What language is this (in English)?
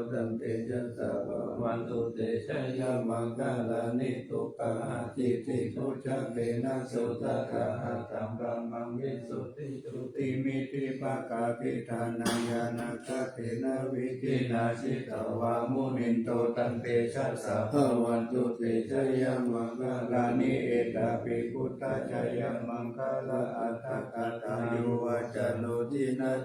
Pali